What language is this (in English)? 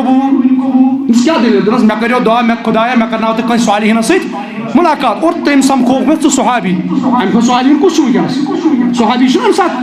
Kashmiri